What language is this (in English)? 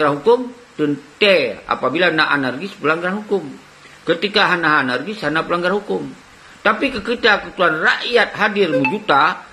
Achinese